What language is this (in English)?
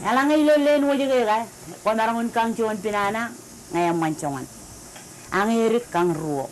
Marshallese